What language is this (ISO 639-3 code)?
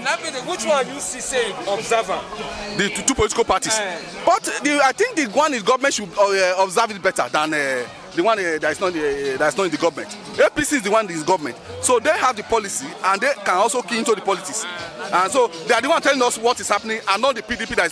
pcm